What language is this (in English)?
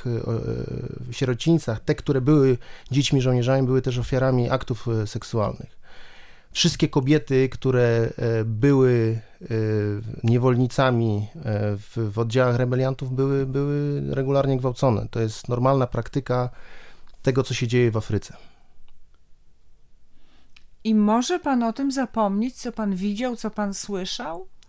Polish